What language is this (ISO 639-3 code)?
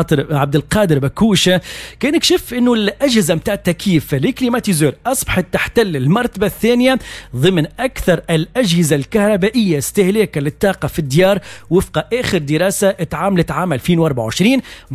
aeb